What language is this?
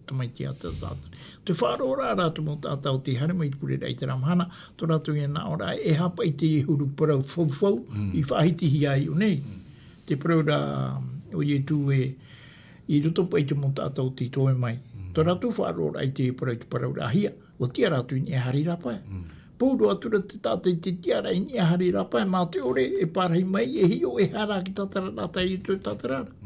Tahitian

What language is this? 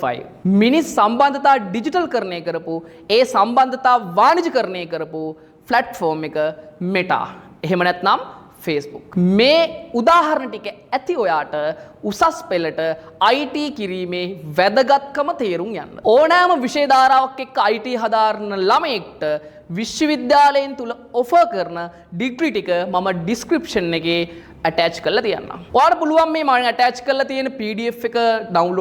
Sinhala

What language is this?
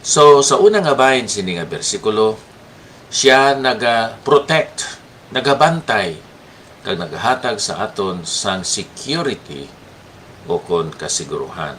Hiligaynon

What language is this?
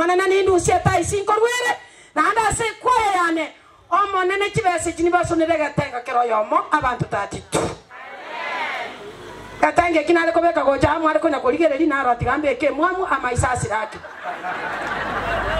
Gusii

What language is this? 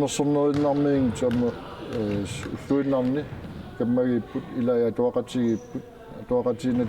Kalaallisut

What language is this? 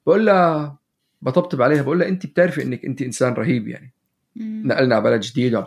North Levantine Arabic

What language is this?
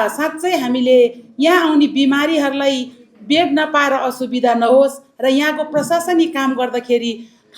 Nepali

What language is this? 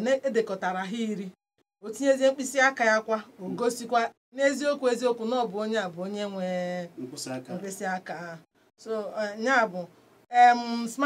Igbo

